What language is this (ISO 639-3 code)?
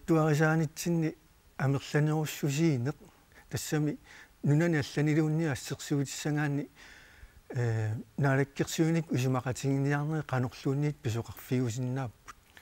kal